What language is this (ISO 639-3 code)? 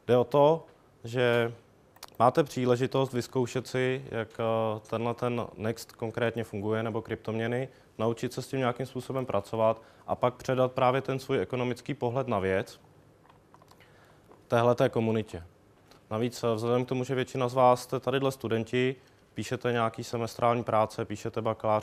ces